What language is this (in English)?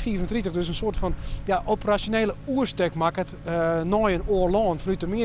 Western Frisian